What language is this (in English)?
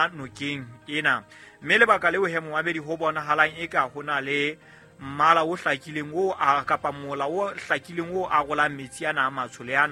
Southern Sotho